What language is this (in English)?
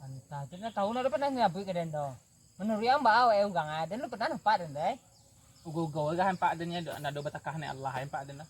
Minangkabau